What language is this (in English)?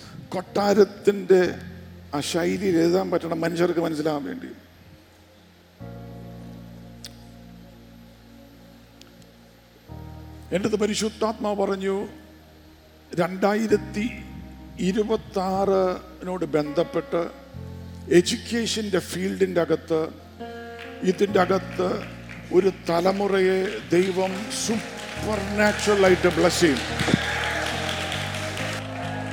Malayalam